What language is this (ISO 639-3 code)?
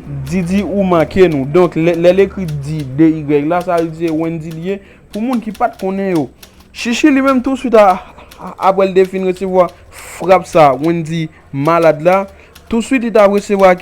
hat